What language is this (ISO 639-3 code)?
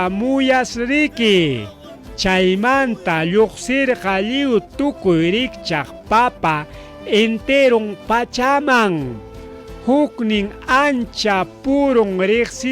quy